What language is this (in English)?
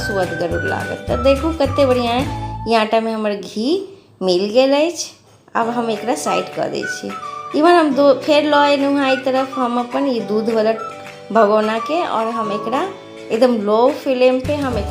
Maithili